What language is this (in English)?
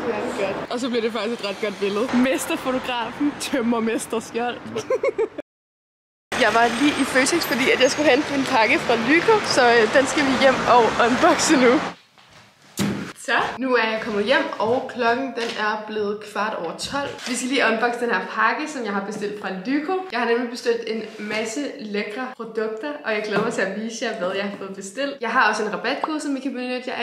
Danish